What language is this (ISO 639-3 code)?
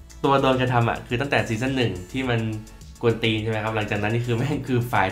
tha